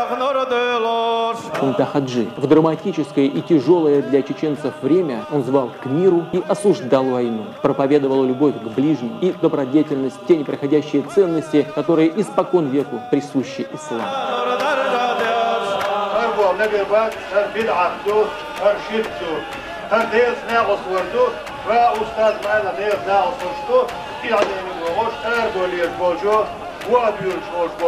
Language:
Chechen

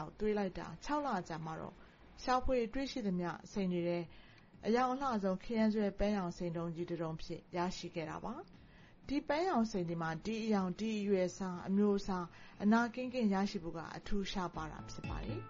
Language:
Burmese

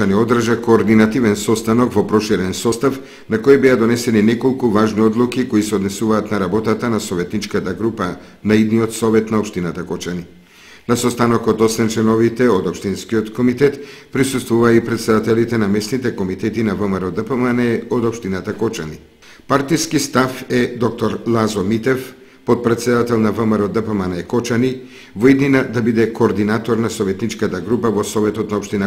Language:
Macedonian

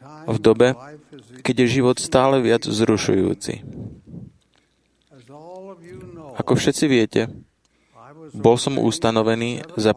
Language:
Slovak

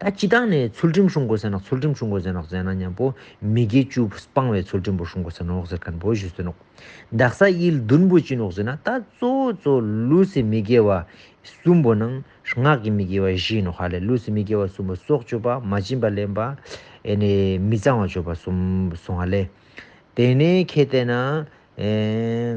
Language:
Ladakhi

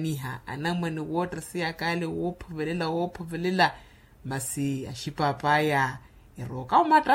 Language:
Makhuwa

